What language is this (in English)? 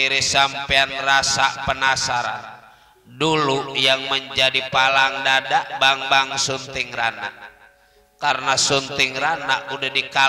Betawi